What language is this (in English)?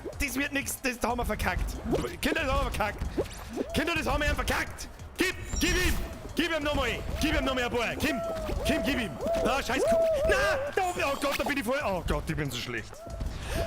Bavarian